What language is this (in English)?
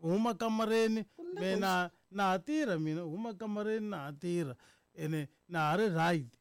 Tsonga